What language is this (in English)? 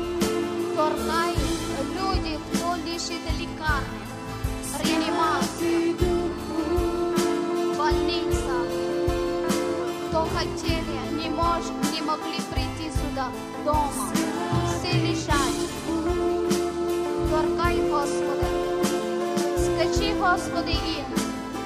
Ukrainian